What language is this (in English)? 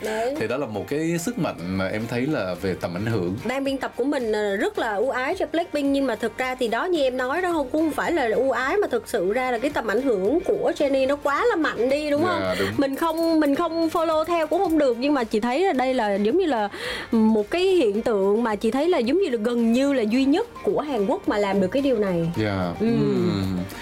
Vietnamese